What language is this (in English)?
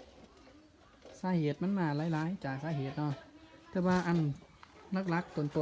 Lao